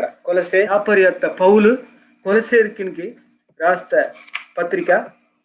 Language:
Koya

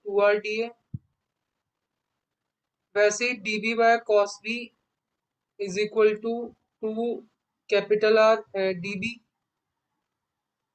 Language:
Hindi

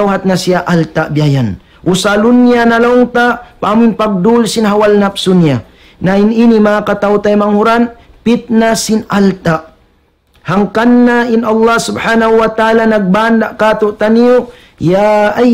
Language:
Tausug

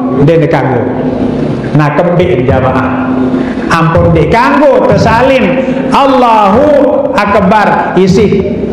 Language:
Sasak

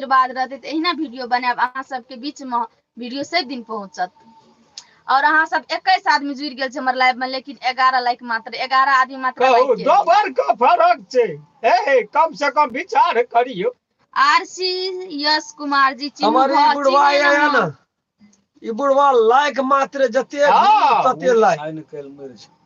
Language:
Maithili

